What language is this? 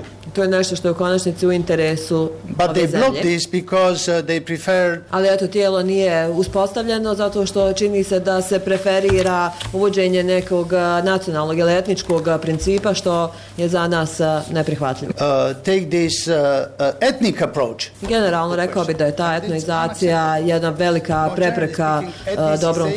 Bosnian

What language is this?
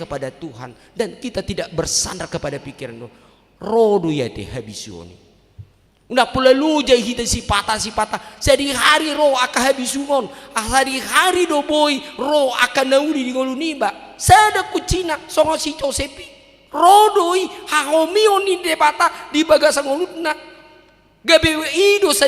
Batak Toba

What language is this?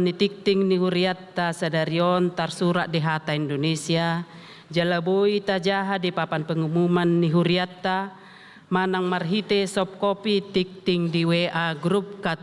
Batak Toba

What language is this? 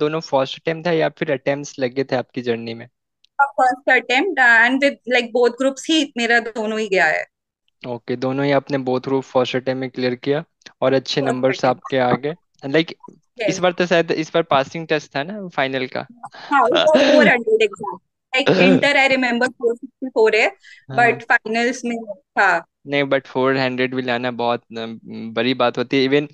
Hindi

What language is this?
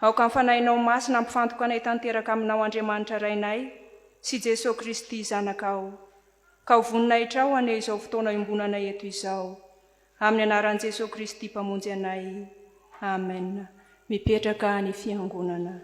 Malagasy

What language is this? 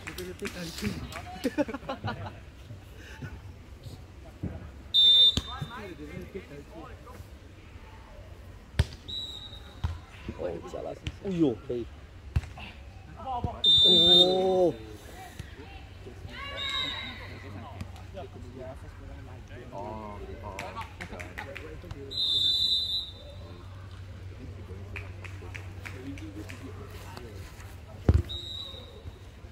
Chinese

